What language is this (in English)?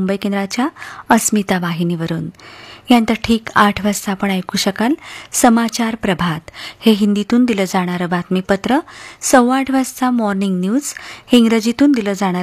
Marathi